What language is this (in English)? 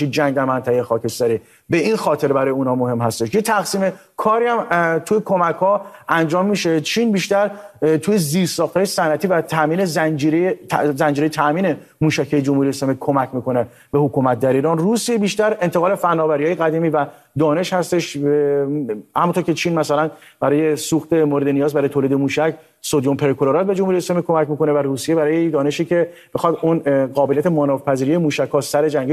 Persian